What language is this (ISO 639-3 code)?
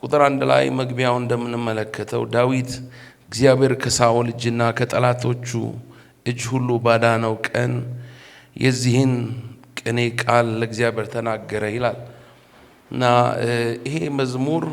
amh